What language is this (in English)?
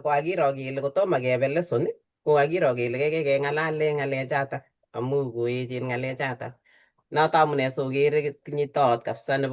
Kalenjin